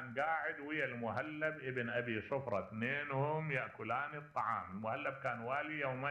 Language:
Mesopotamian Arabic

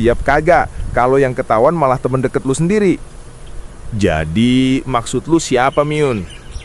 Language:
Betawi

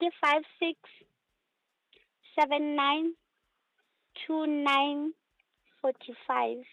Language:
Southern Sotho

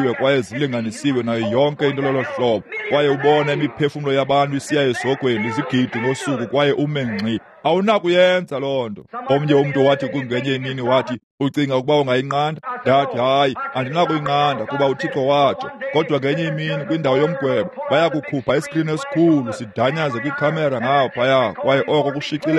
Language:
Xhosa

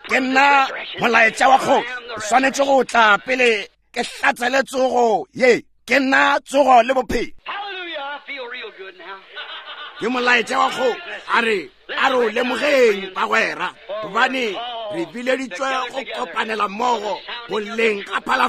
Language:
Northern Sotho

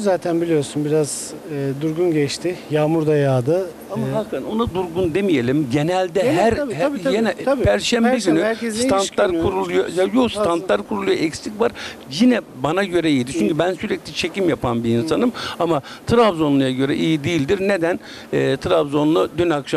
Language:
Turkish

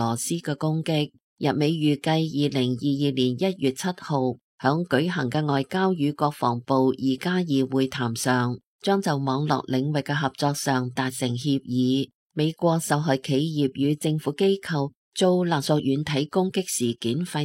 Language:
Cantonese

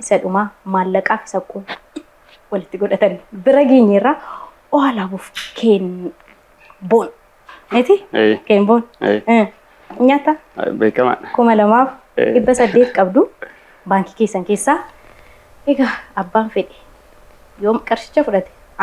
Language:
Oromo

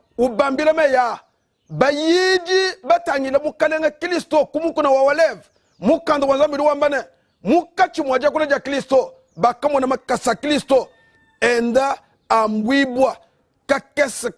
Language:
Luba-Lulua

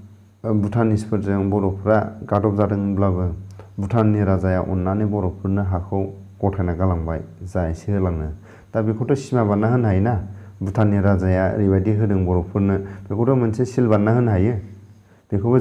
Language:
Bodo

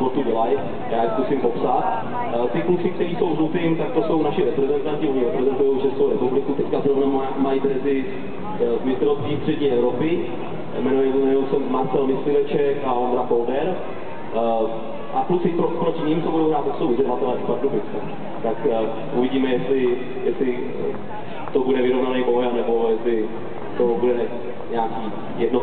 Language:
Czech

